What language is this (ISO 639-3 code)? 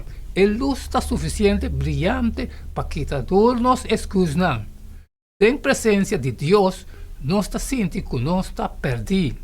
pap